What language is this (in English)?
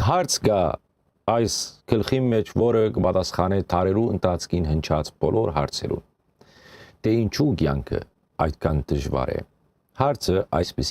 Western Armenian